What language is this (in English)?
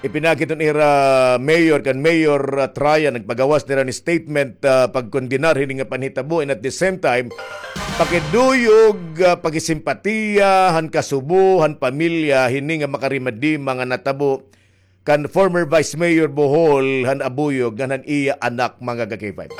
Waray